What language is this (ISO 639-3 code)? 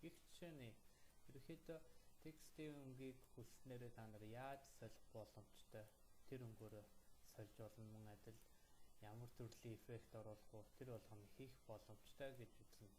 mon